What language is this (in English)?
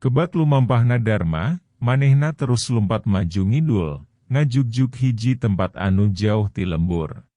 Sundanese